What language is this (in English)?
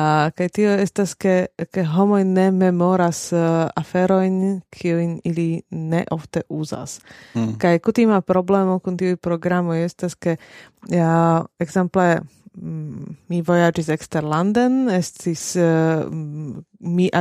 Esperanto